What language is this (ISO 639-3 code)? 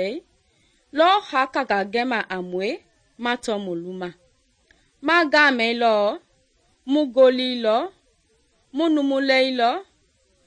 men